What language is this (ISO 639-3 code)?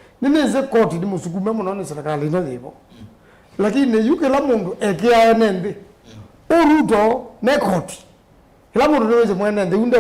kam